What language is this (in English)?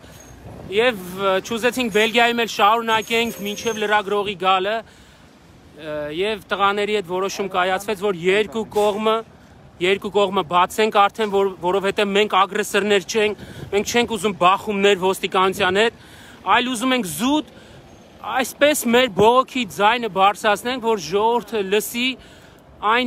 Armenian